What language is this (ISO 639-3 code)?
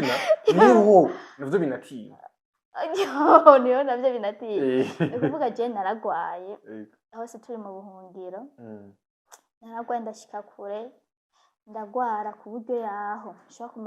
run